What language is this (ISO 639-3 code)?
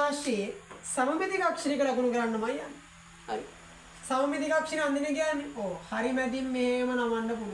sin